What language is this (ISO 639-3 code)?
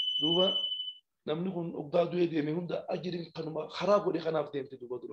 orm